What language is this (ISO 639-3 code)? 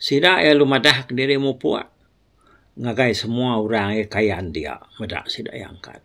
iba